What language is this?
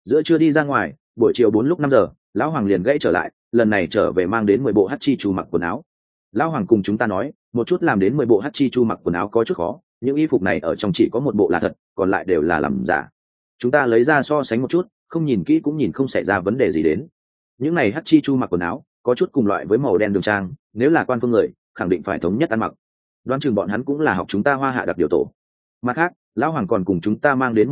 Vietnamese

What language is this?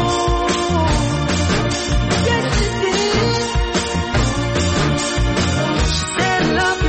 Persian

